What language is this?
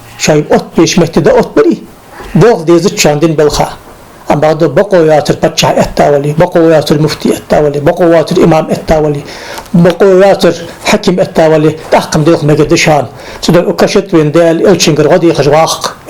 Ingush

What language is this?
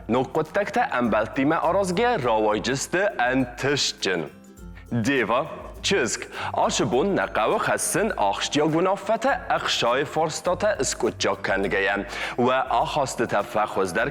Ossetic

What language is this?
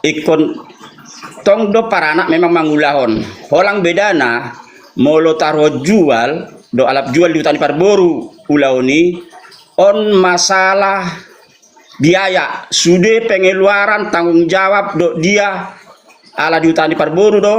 Batak Toba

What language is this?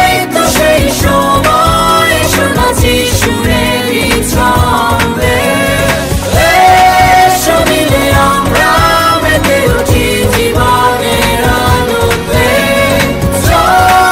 Bangla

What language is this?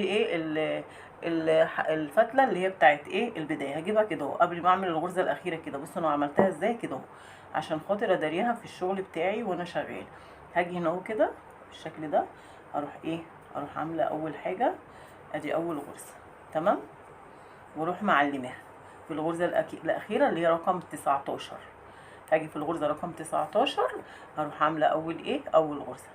Egyptian Arabic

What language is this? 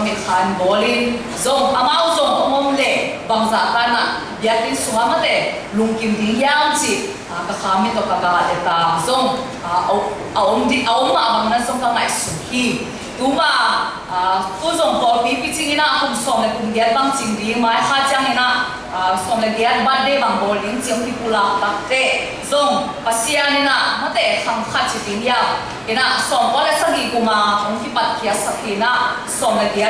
Tedim Chin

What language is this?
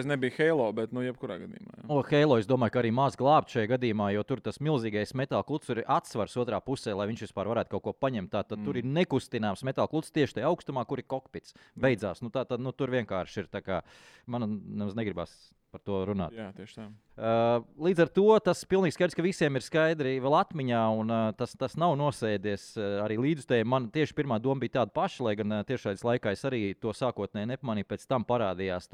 Latvian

